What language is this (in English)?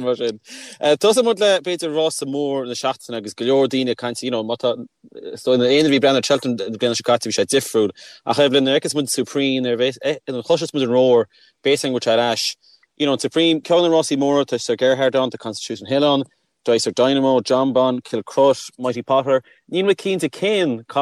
Irish